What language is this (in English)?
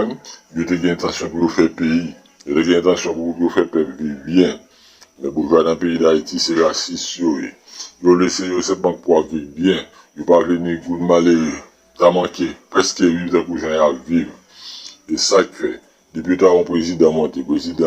Haitian Creole